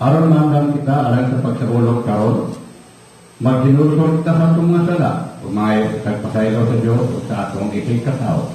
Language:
Cebuano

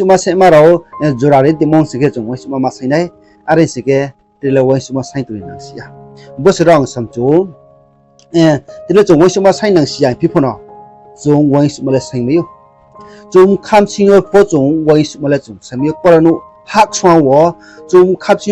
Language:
Riang (India)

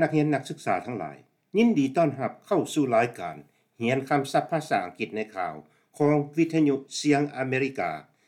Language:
Lao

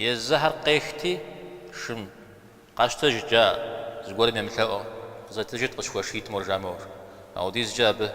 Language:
Kabardian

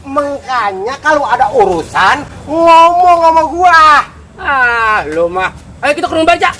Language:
Betawi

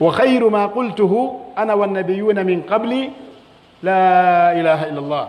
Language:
Pular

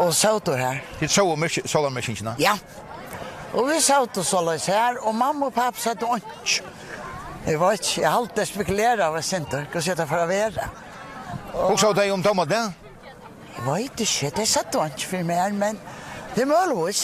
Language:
Faroese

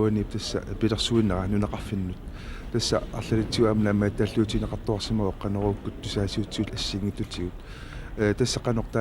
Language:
Kalaallisut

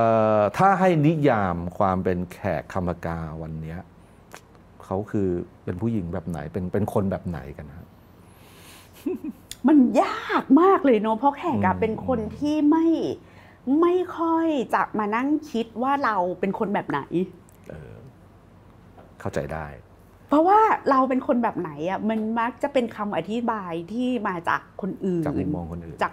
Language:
Thai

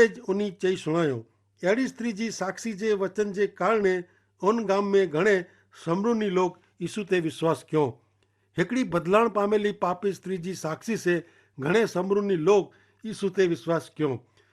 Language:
Kachhi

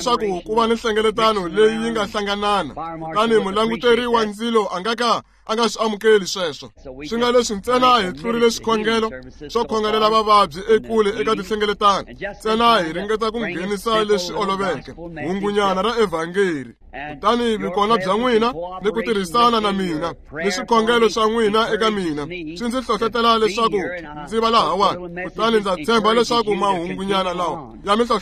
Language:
Tsonga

